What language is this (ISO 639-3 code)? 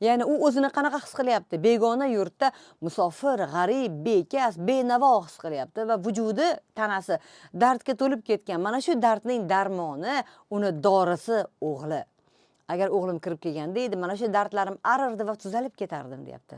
uzb